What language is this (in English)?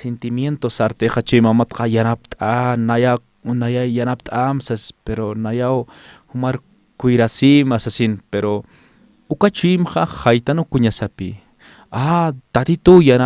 Aymara